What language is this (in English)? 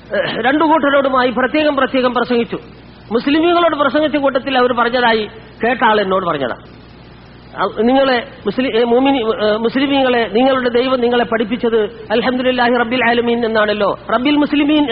Malayalam